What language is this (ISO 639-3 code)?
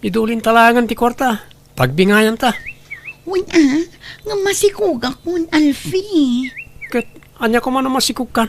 ilo